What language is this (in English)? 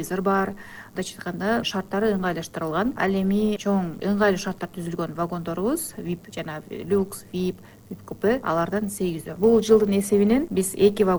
Kyrgyz